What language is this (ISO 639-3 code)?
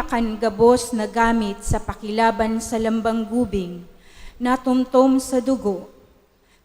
bik